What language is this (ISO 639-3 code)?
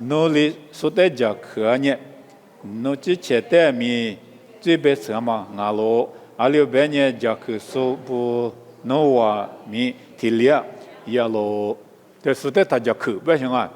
lis